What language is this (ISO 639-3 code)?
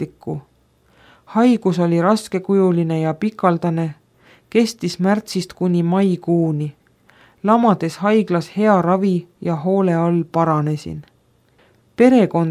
est